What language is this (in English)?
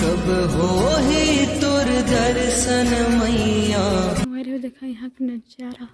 Chhattisgarhi